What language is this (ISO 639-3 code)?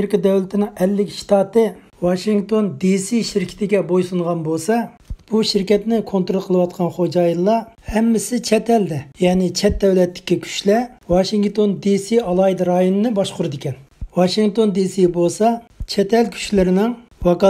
uig